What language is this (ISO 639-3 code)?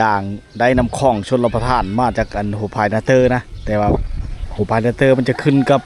lao